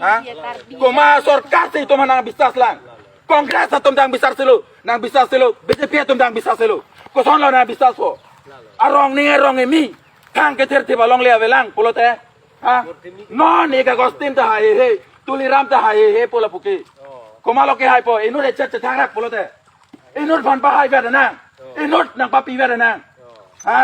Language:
Karbi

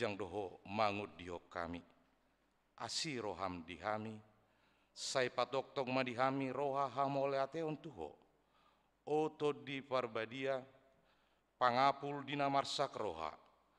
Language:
Batak Toba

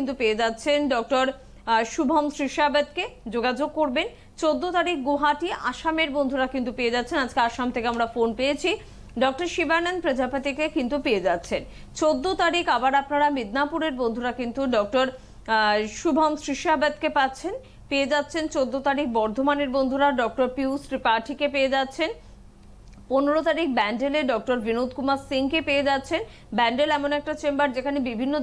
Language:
Bangla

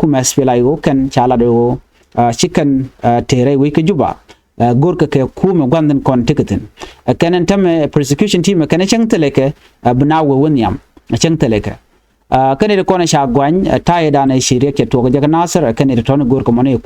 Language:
Nuer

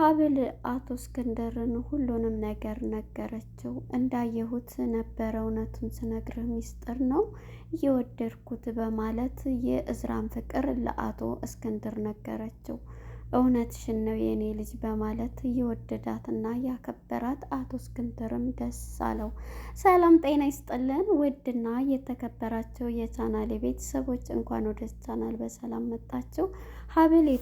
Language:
Amharic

